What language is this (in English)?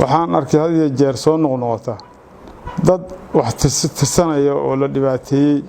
Somali